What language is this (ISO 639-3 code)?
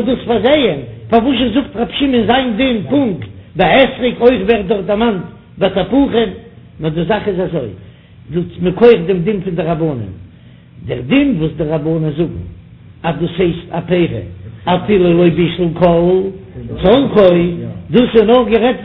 yid